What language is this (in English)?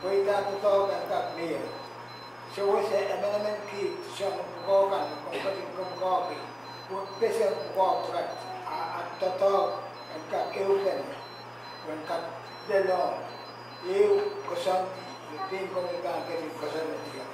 Pohnpeian